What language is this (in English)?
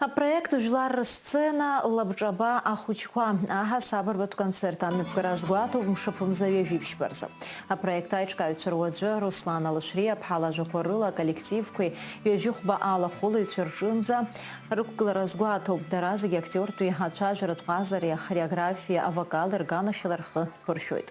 Abkhazian